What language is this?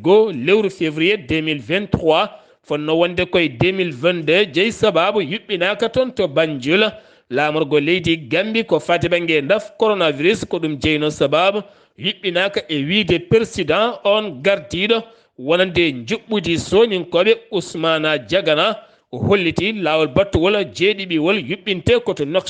Fula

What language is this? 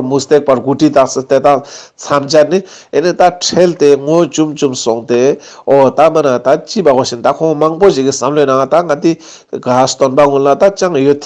Ladakhi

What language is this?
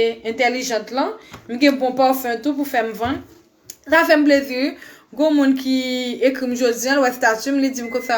Haitian Creole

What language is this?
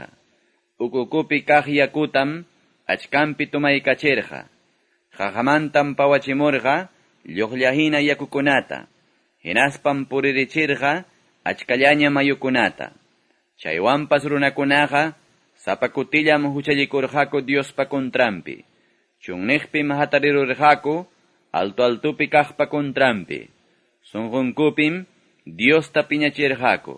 Quechua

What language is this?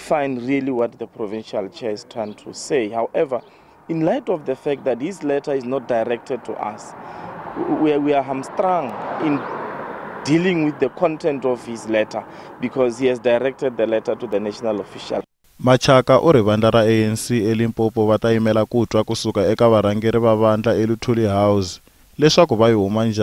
Tsonga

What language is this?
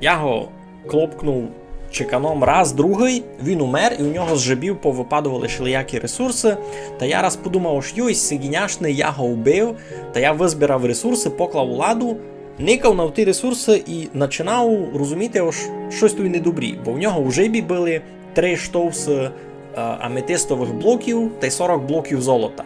Rusyn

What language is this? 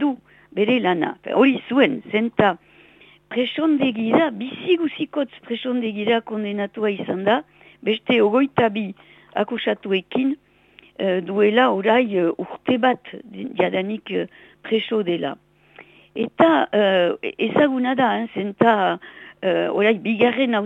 Basque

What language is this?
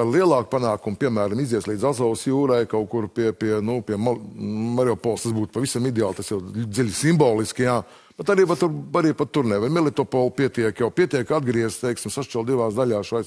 Latvian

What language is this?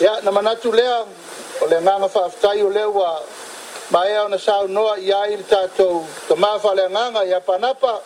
Samoan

